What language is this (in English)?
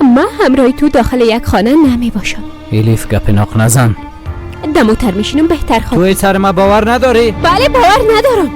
Persian